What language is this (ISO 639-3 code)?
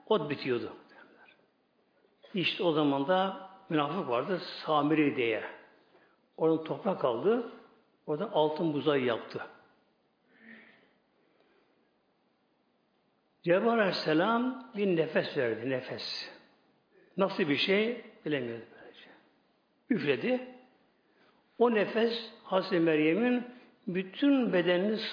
tur